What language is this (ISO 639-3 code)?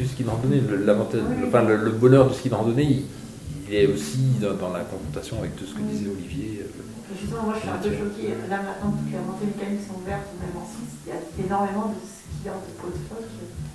fra